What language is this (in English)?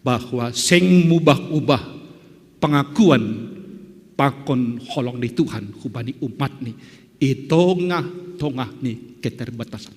Batak Simalungun